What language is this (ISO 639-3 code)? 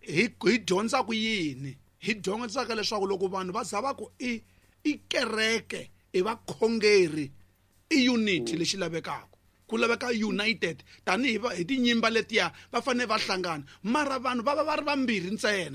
tso